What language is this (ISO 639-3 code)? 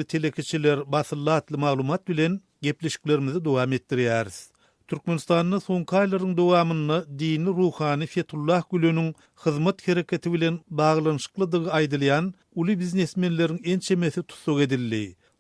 tuk